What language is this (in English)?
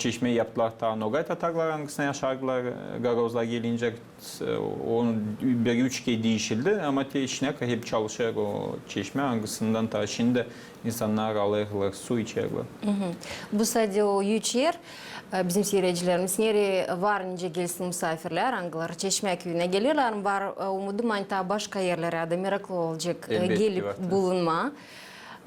Gagauz